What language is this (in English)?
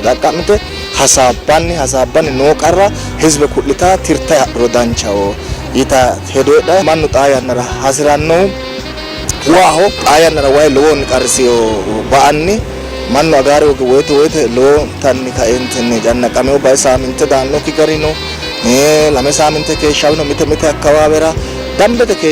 Sidamo